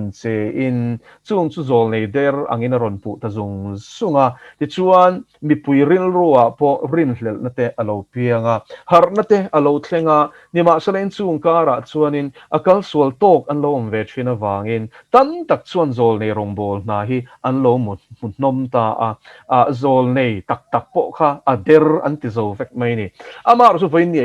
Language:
Mizo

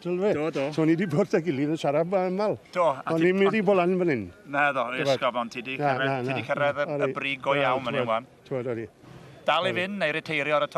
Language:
Welsh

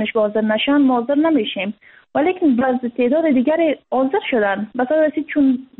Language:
Persian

